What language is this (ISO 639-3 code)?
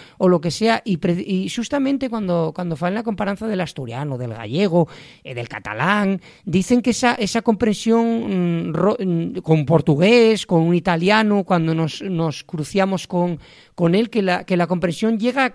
ast